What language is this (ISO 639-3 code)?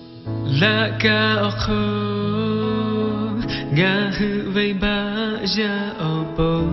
lhu